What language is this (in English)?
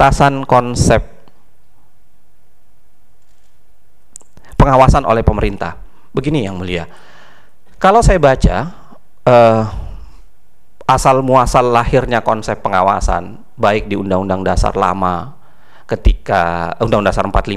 Indonesian